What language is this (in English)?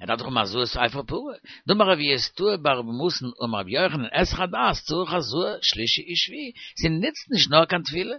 Yiddish